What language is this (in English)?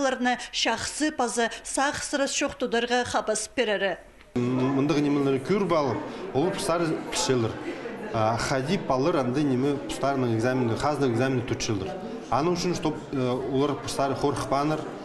Khakas